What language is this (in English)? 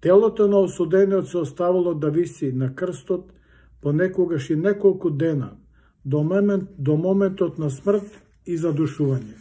Macedonian